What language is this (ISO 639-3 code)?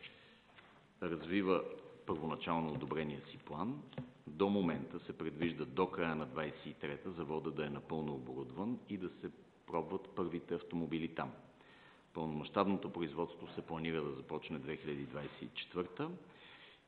bul